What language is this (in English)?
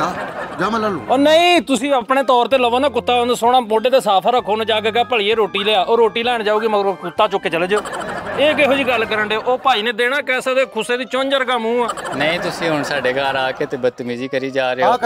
Punjabi